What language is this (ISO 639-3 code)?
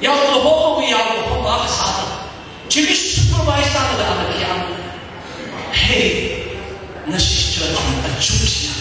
nmf